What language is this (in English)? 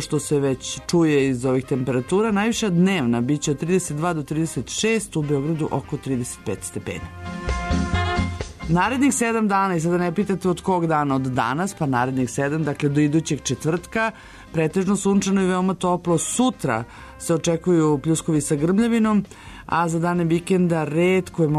Serbian